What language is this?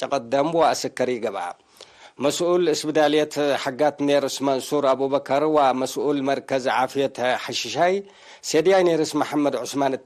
Tigre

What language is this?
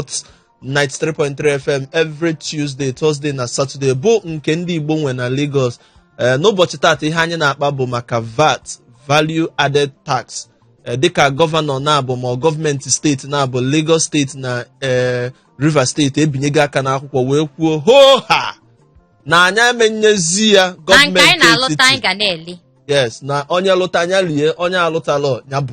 Igbo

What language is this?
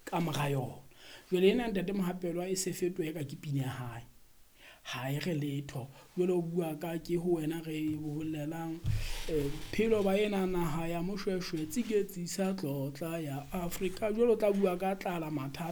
Southern Sotho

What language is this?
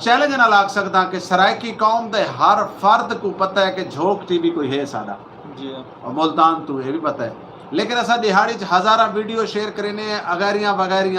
Saraiki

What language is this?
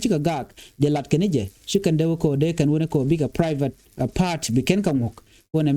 Nuer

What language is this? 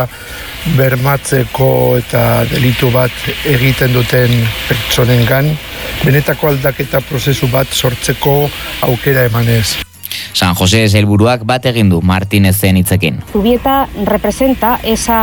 Basque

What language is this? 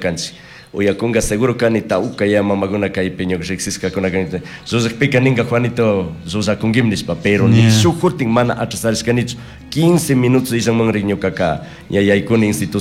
Chimborazo Highland Quichua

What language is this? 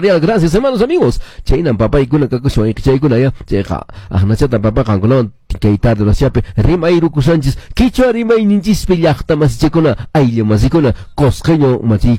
Quechua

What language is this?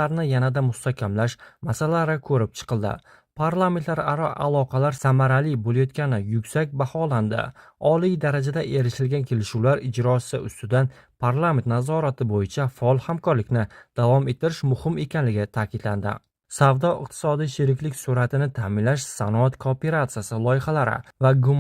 Uzbek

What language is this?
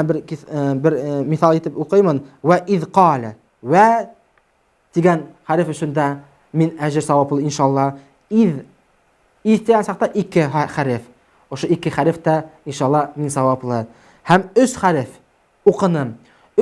Bashkir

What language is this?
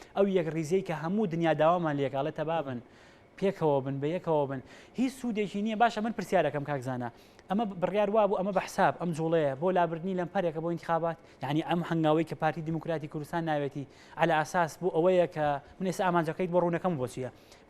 Central Kurdish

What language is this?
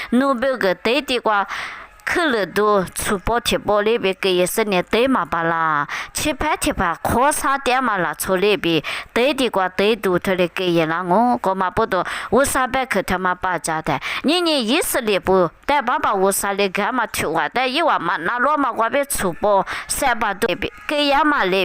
Lisu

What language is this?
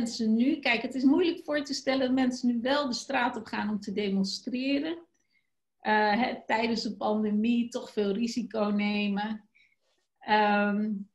Dutch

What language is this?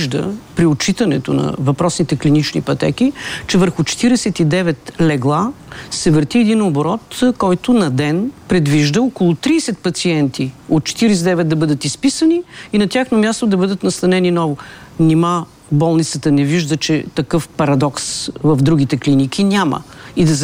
Bulgarian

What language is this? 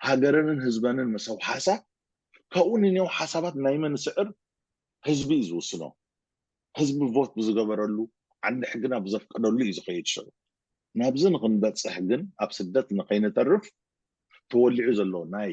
Tigrinya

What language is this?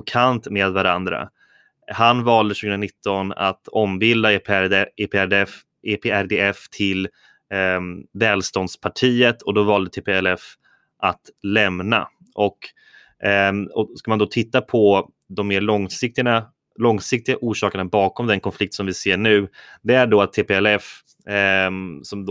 Swedish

